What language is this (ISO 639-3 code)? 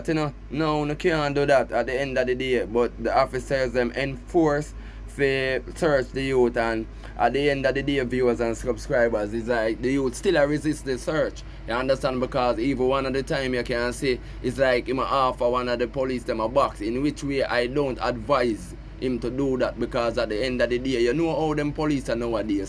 jam